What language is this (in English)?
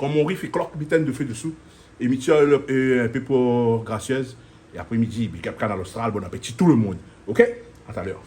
Réunion Creole French